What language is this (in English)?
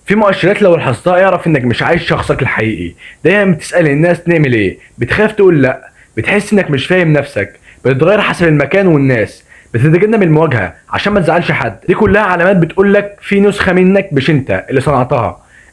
Egyptian Arabic